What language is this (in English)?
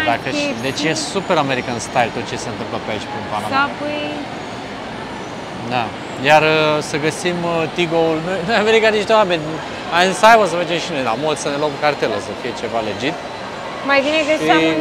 Romanian